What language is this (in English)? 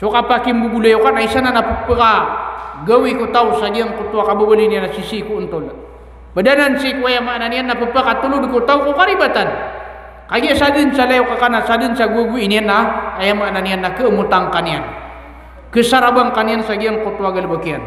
Maranao